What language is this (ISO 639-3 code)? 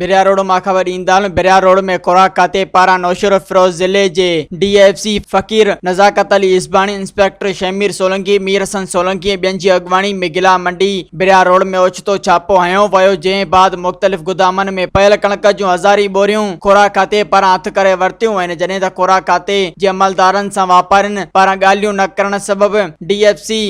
snd